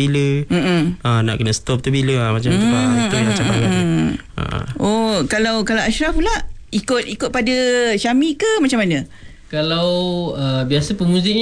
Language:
Malay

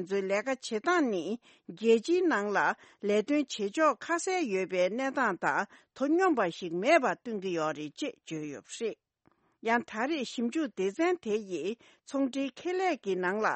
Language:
Tibetan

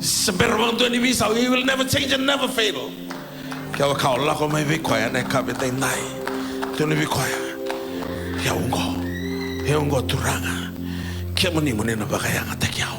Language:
Fijian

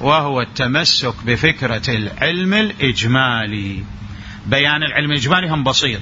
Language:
Mesopotamian Arabic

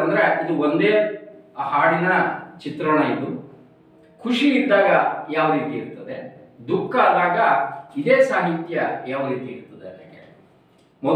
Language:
Kannada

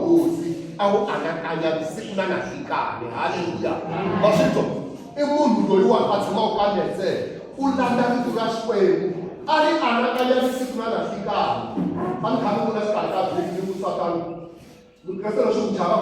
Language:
Tsonga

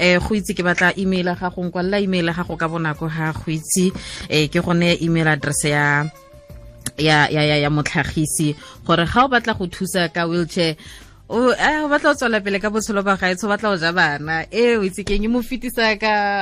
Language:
Tswana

